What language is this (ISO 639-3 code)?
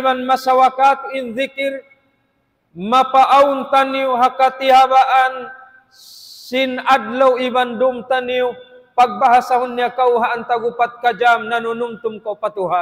tsg